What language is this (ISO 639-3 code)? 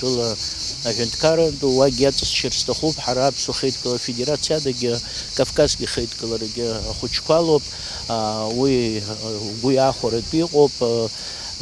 abk